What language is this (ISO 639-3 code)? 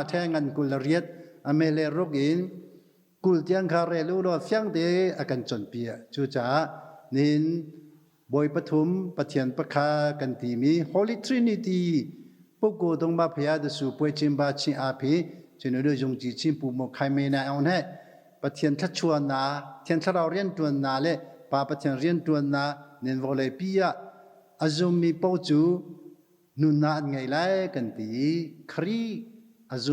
cnh